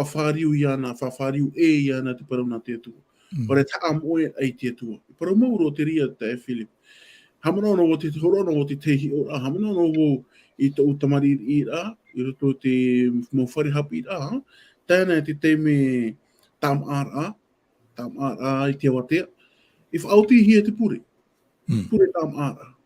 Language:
Tahitian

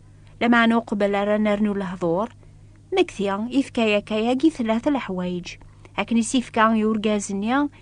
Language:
Kabyle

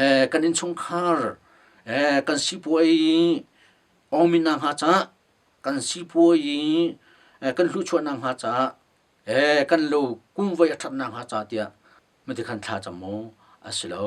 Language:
Hakha Chin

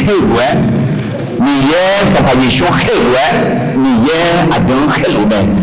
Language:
Akha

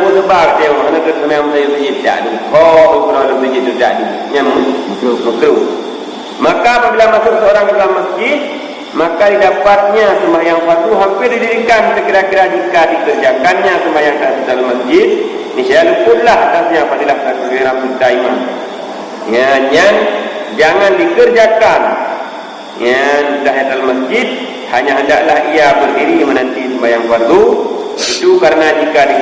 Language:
Achinese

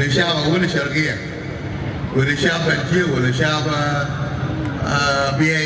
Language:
Dinka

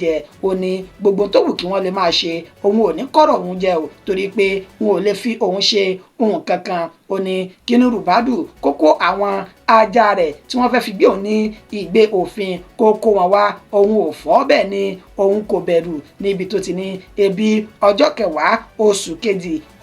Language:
Yoruba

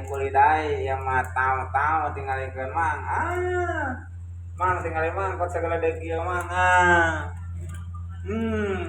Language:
Sundanese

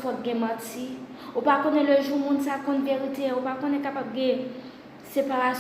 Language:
Haitian Creole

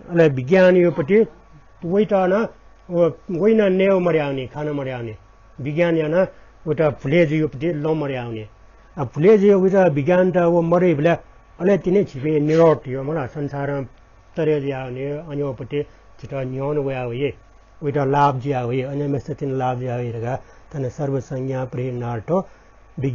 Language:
Newari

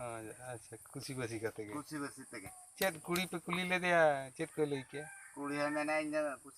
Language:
Santali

